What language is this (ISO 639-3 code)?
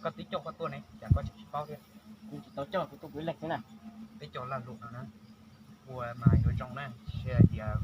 hmn